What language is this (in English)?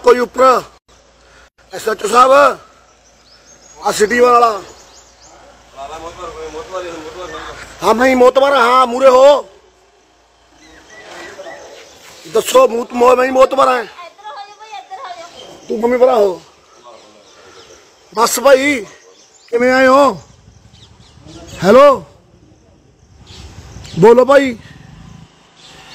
Punjabi